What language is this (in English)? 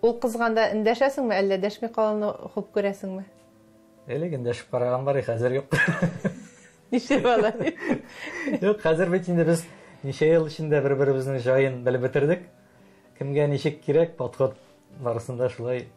Tatar